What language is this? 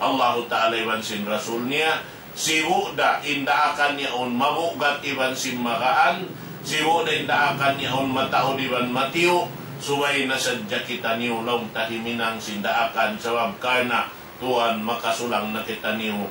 Tausug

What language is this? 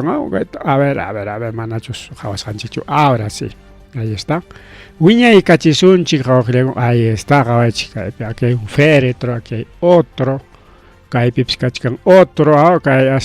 Ayacucho Quechua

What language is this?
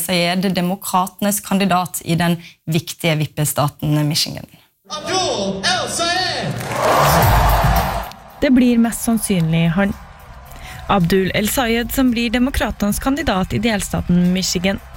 Norwegian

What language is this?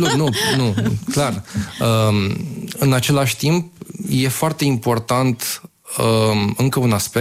Romanian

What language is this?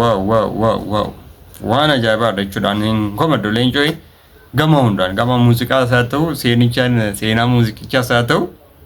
Oromo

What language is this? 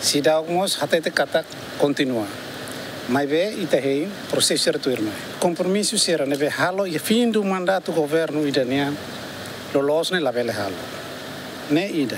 Tetum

